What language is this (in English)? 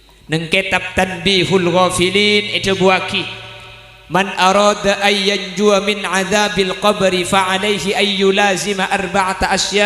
Madurese